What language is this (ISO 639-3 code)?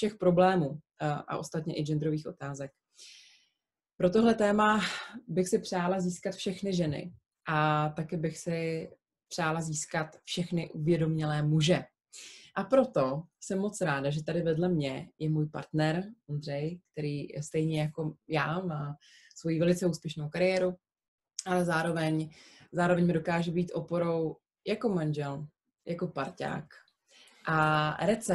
ces